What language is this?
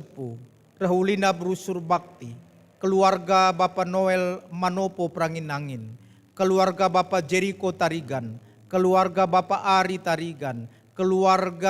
Batak Karo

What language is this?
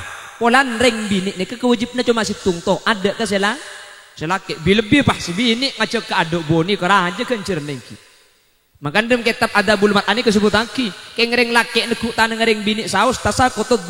Madurese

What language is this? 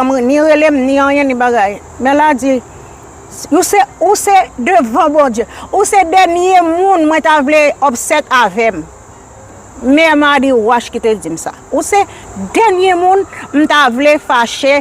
Haitian Creole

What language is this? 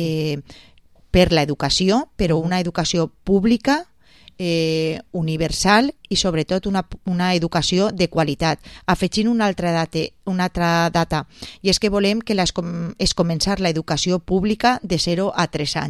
Catalan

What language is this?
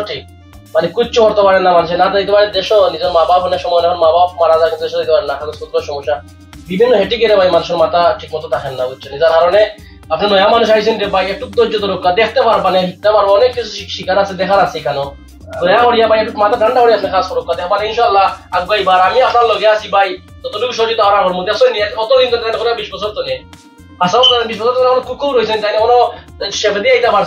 Sylheti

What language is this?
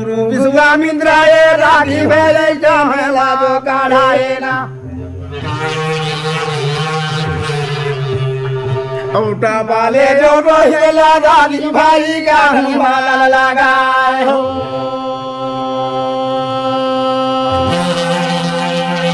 Chhattisgarhi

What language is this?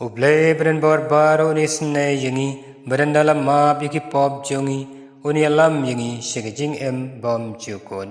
Khasi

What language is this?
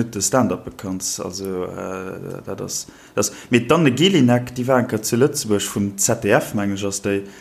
Luxembourgish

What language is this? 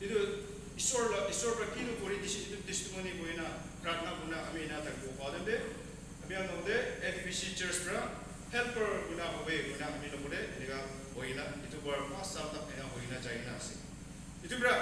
Naga Pidgin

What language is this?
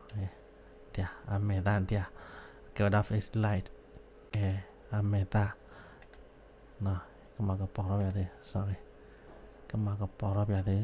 S'gaw Karen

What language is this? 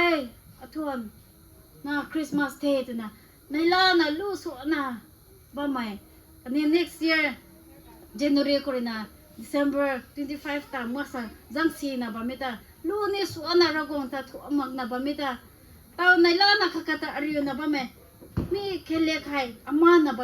Rongmei Naga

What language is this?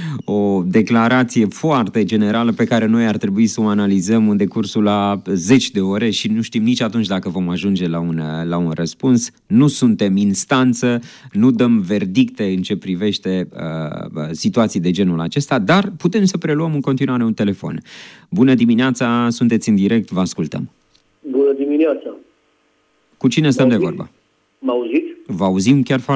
Romanian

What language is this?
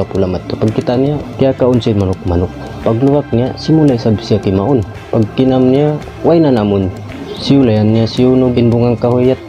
Tausug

